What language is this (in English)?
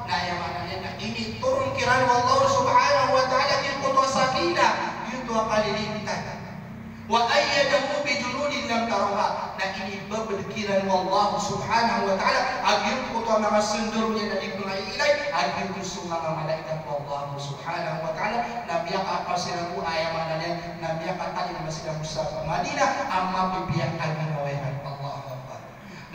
Maranao